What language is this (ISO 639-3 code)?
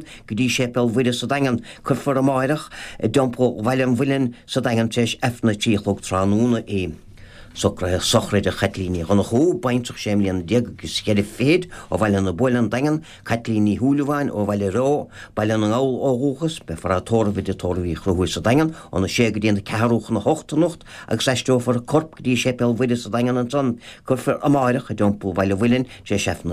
gle